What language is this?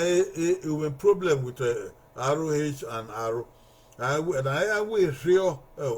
Bini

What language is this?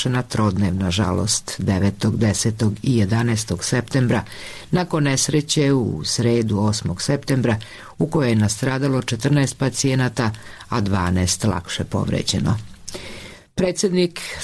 Serbian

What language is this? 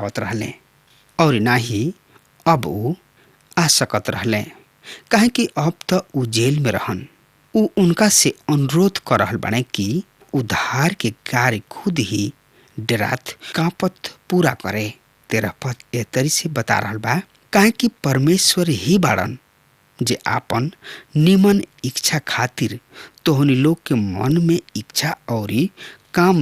Bhojpuri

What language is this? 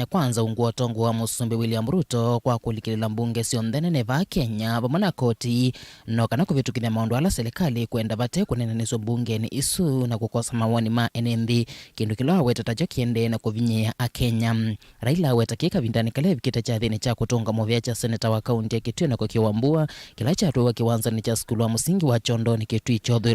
Kamba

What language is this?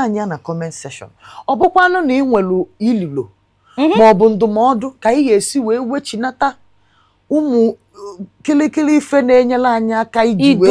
Igbo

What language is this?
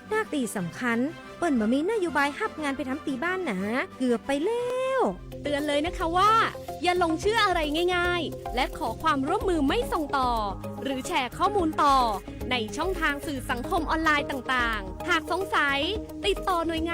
Lahu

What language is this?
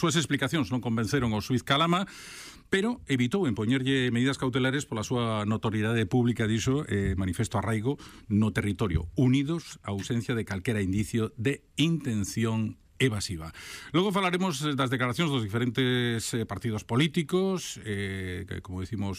Galician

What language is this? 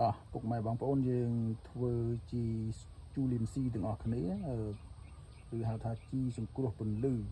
Khmer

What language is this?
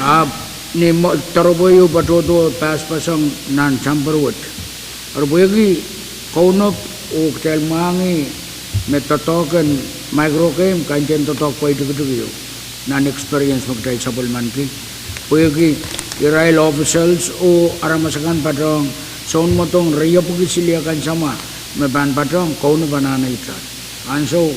Pohnpeian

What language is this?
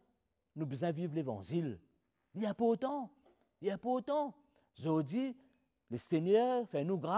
Morisyen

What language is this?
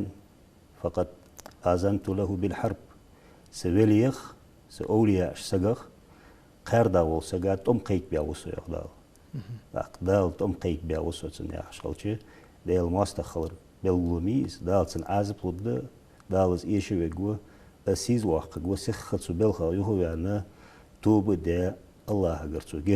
Ingush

